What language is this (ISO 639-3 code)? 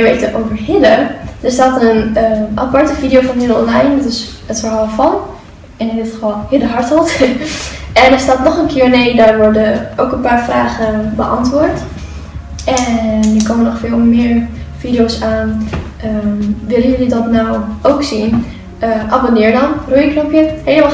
nld